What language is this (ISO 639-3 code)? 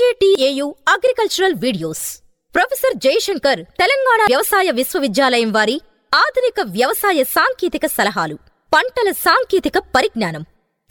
tel